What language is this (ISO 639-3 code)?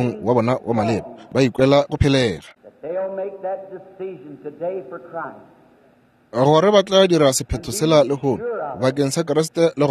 nso